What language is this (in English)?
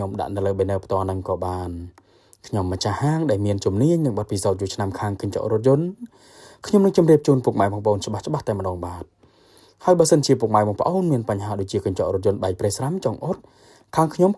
Khmer